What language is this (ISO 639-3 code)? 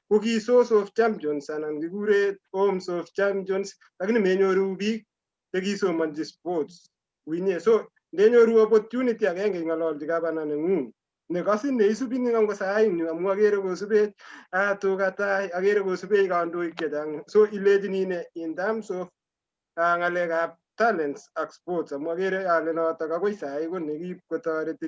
kln